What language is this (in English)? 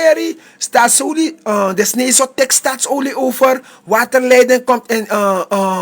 Sranan Tongo